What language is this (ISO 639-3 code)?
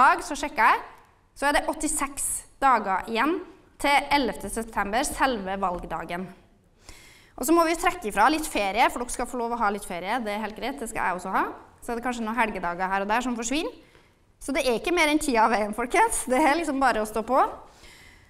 nor